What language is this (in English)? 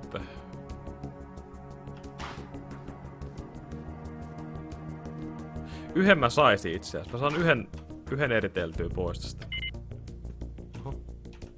Finnish